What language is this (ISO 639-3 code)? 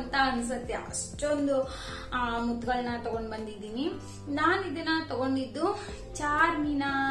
kan